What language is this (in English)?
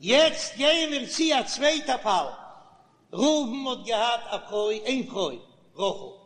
Yiddish